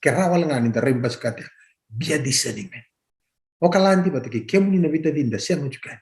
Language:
Fijian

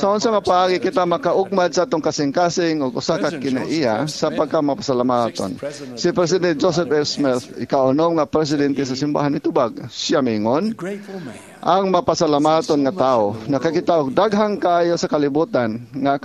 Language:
Cebuano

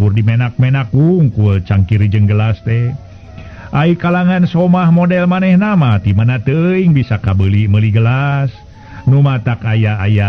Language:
Sundanese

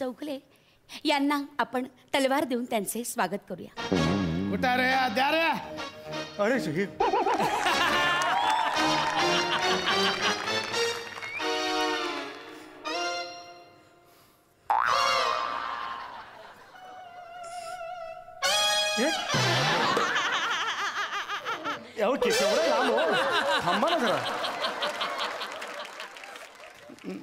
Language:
Marathi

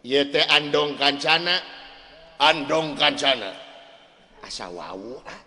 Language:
Sundanese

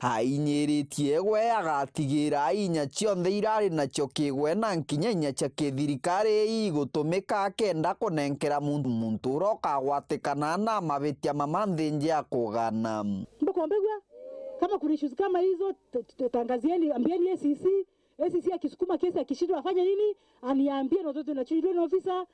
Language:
Meru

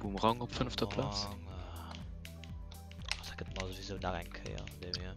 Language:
Luxembourgish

